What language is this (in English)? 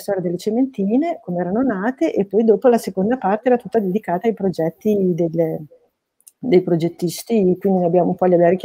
Italian